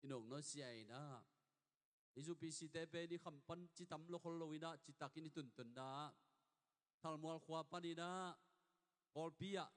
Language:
Tedim Chin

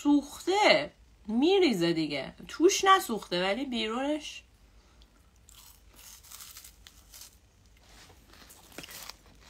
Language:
Persian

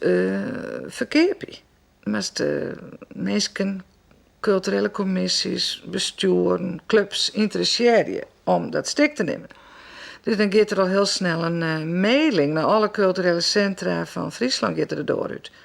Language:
Western Frisian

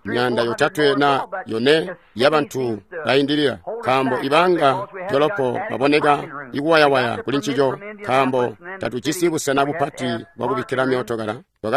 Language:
Tonga (Zambia)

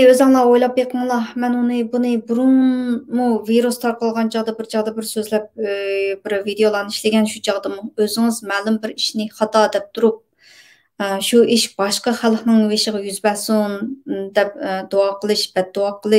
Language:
Uyghur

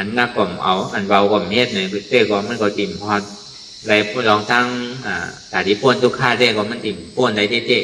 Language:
Shan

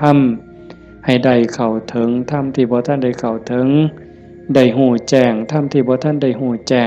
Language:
Northeastern Thai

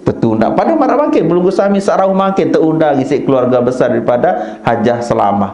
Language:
Sasak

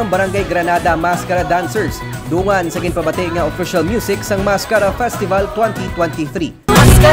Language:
Hiligaynon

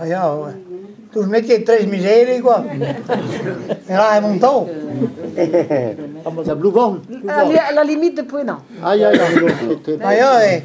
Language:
Breton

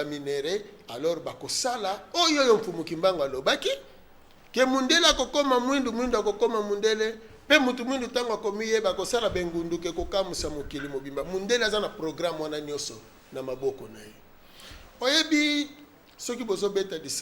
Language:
Lingala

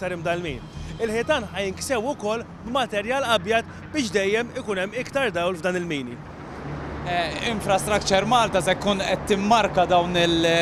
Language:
Maltese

